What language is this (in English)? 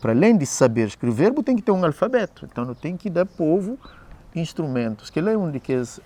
Kabuverdianu